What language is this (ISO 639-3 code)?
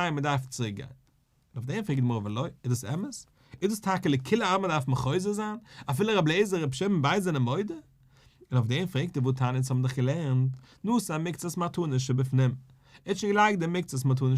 yid